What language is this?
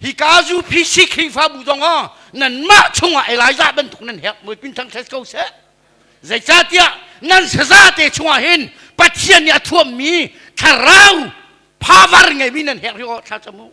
Hakha Chin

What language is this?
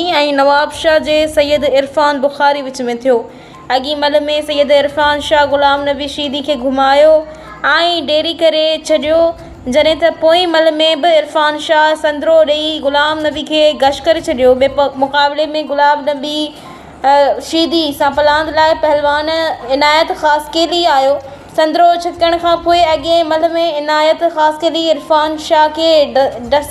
Sindhi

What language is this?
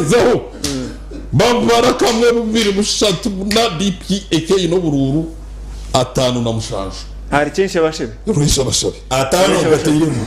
Nyankole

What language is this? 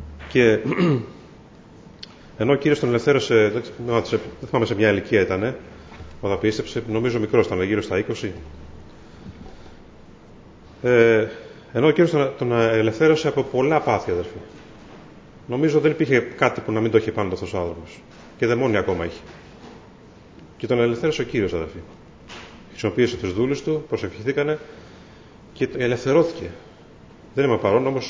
Greek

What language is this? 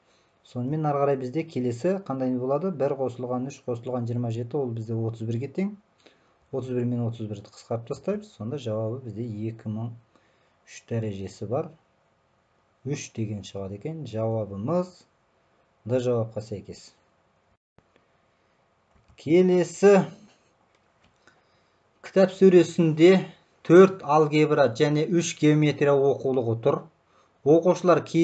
Kazakh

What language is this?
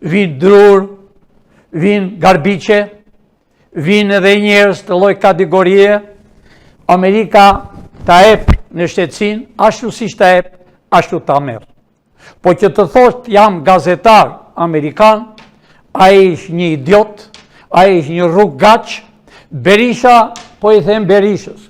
Albanian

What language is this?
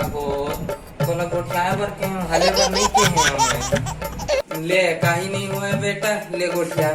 Chhattisgarhi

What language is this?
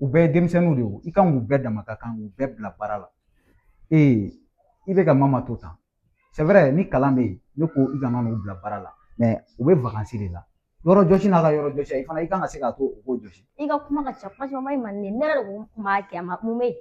Bambara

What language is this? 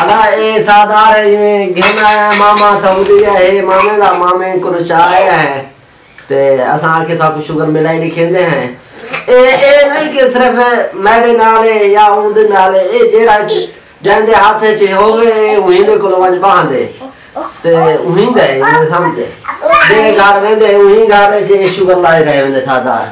Saraiki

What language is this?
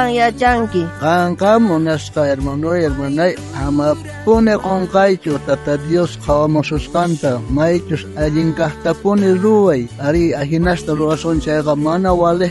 South Bolivian Quechua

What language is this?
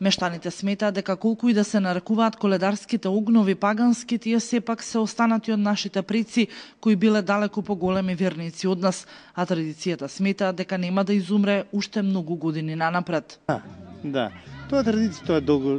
Macedonian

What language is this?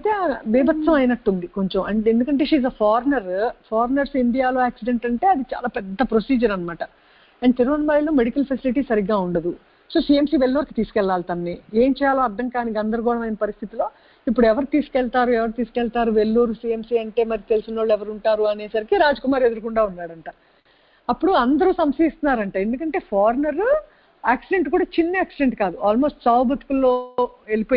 Telugu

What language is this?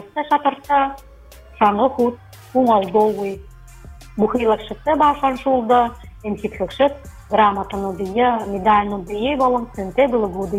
Buriat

